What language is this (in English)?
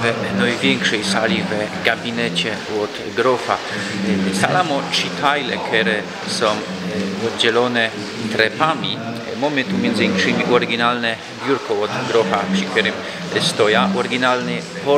Silesian